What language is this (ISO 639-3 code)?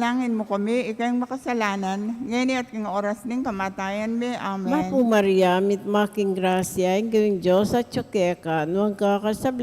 pam